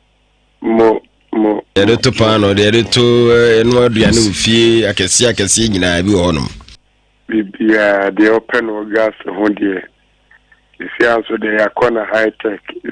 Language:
Akan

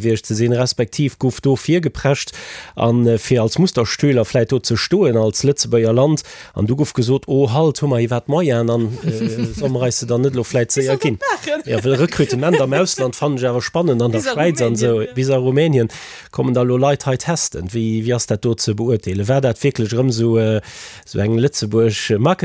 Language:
Luxembourgish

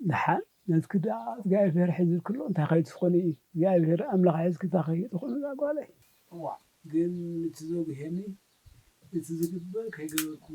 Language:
Tigrinya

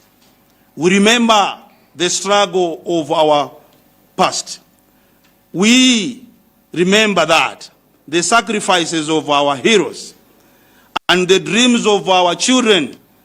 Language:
Nyanja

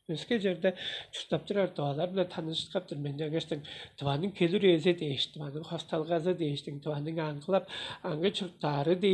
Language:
Tuvinian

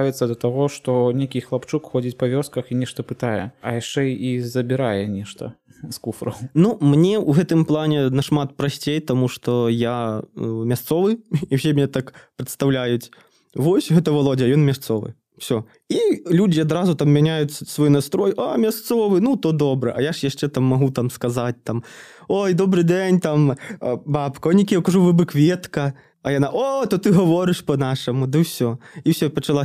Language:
Belarusian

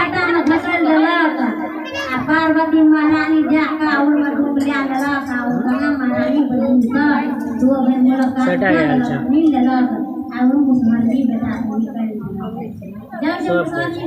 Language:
Maithili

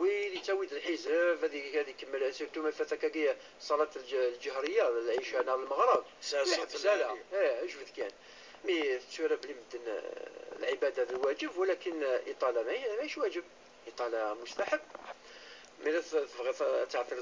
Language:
Kabyle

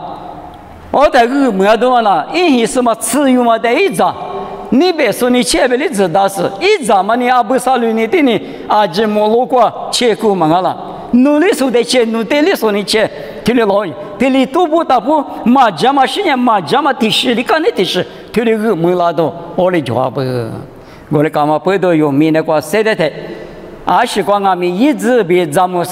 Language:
Lisu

